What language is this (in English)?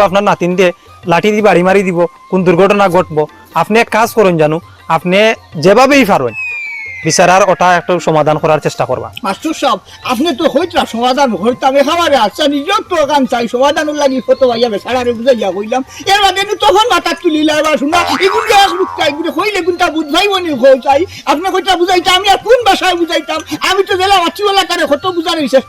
Sylheti